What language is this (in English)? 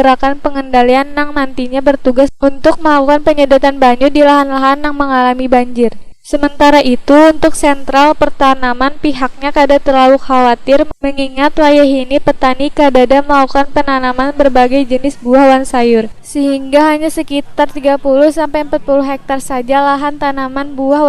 Banjar